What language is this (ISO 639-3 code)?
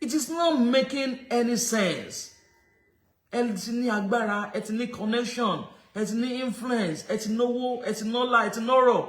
yor